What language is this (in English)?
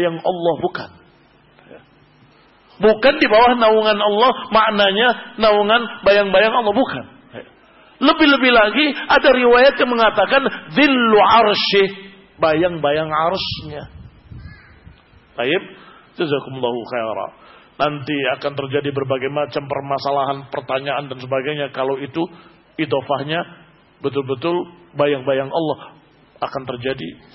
Indonesian